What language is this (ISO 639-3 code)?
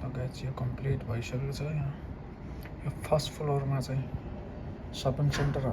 nep